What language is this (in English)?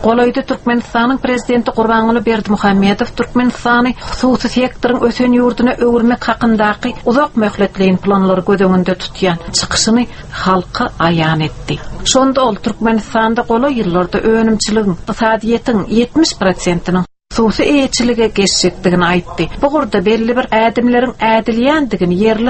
Turkmen